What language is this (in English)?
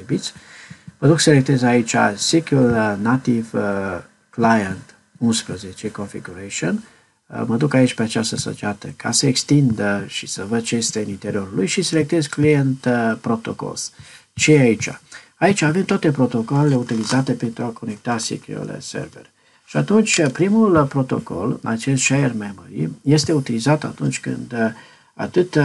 Romanian